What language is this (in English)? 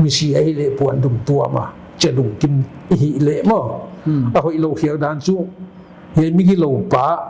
Paite Chin